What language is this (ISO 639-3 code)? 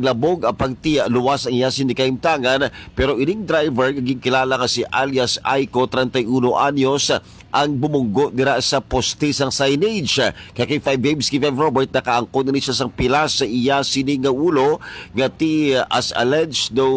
hil